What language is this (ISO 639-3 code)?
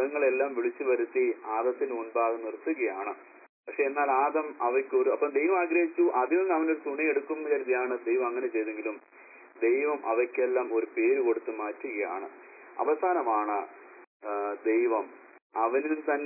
mal